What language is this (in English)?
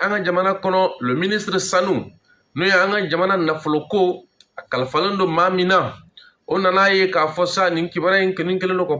Bambara